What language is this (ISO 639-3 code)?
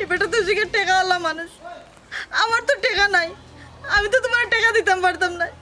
syl